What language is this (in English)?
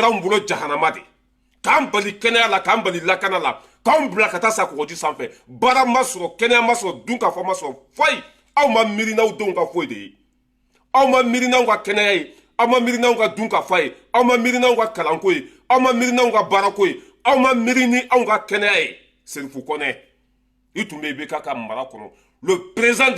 Bambara